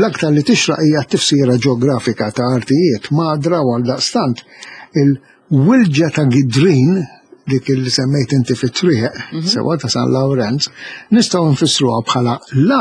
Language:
Maltese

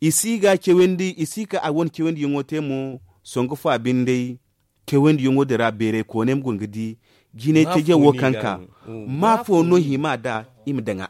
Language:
Zarma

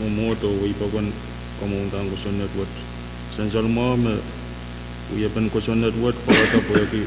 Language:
Pohnpeian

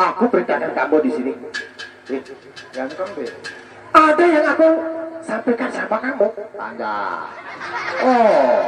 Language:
Sasak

